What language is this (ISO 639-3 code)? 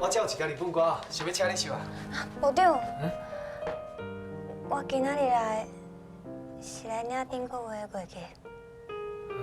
nan